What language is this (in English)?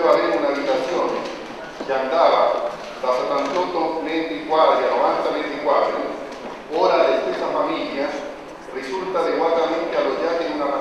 Italian